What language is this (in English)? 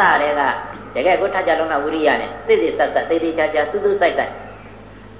Burmese